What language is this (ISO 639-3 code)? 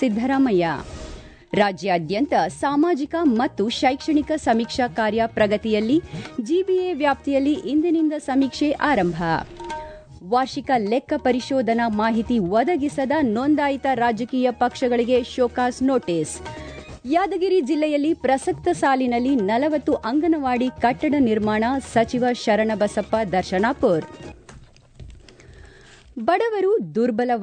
kan